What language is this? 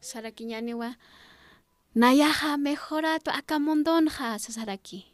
Aymara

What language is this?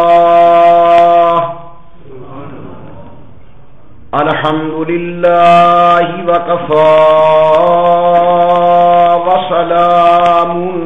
Urdu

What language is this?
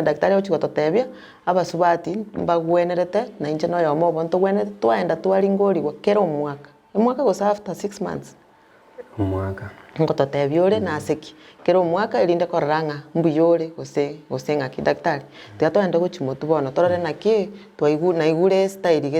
Gusii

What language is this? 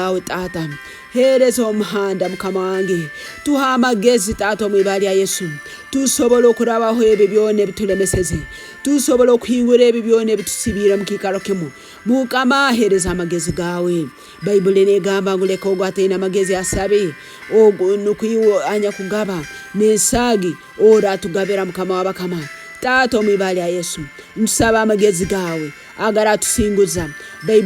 Tooro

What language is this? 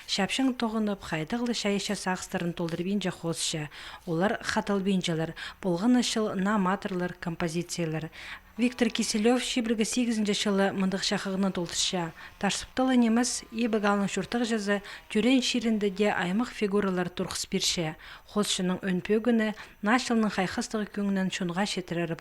Khakas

